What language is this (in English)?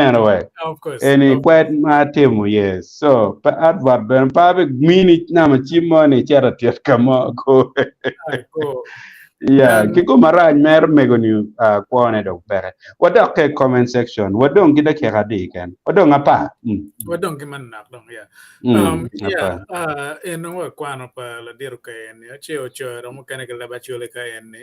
Acoli